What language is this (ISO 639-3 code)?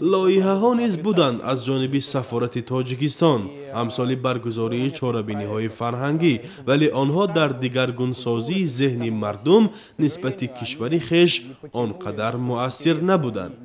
tgk